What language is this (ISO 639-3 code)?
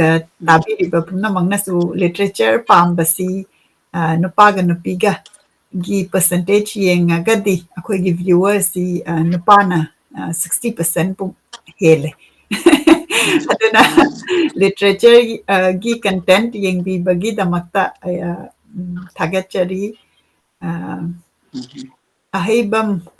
mni